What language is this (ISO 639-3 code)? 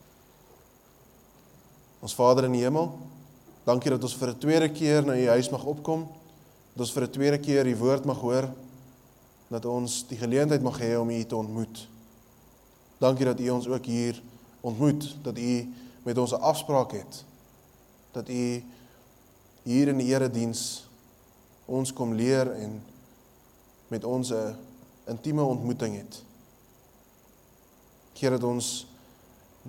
afr